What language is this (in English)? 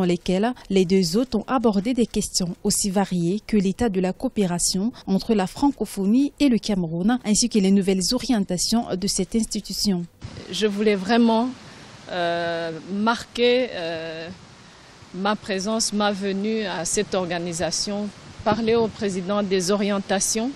French